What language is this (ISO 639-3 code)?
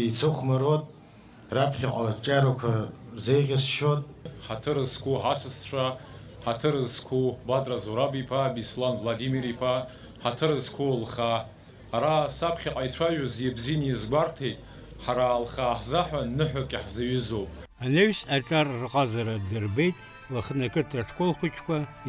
abk